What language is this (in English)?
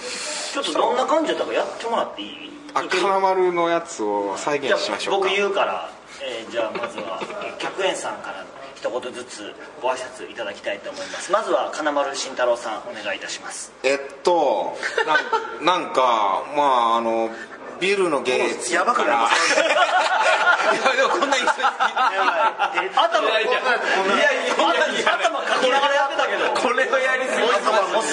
Japanese